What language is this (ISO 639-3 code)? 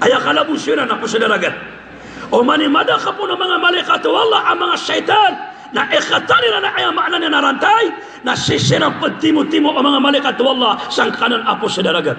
mrw